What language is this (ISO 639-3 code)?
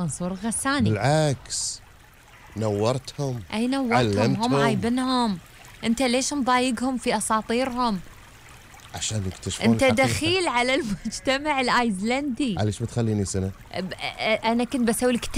afb